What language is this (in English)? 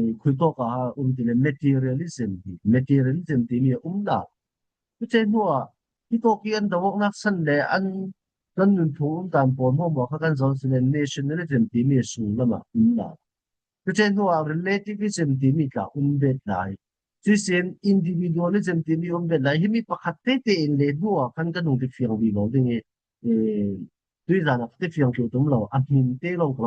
Falam Chin